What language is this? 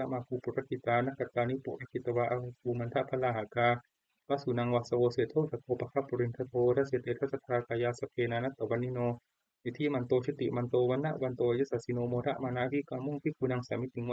Pali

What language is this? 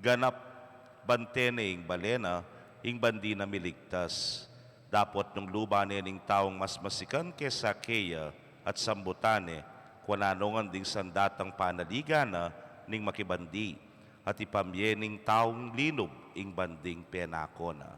Pampanga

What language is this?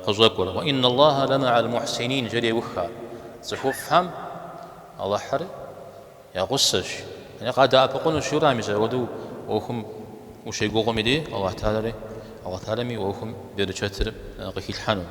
Kabardian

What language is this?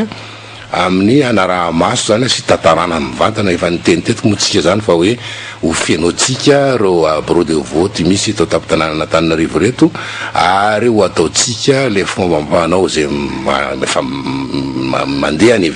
Malagasy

